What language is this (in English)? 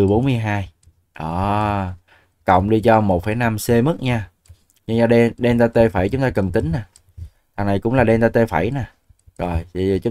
Vietnamese